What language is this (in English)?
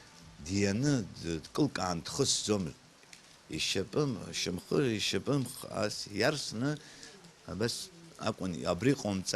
Abkhazian